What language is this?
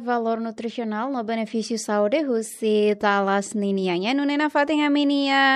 Tetum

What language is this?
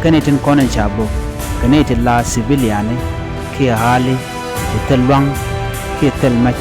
Nuer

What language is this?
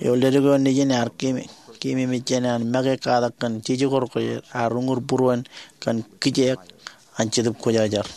Marshallese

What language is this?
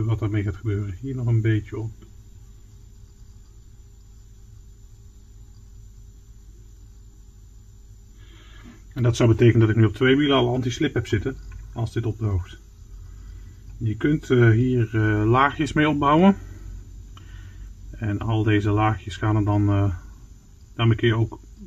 Dutch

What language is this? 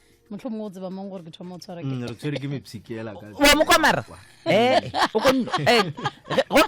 Northern Sotho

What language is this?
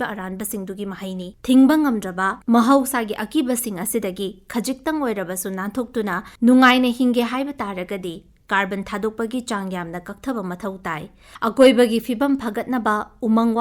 Manipuri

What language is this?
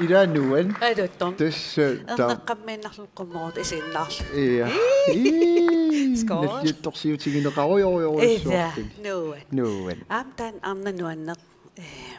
Kalaallisut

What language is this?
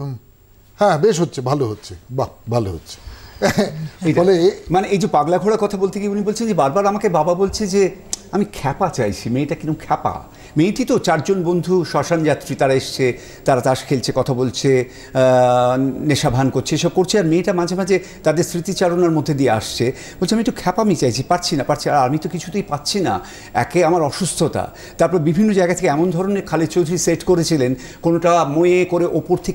Bangla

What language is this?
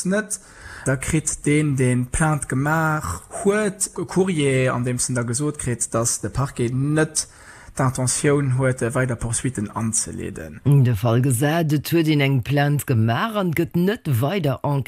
Luxembourgish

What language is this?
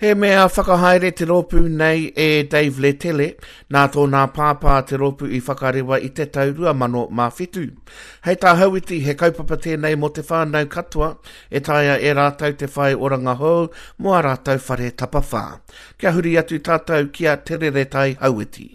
Māori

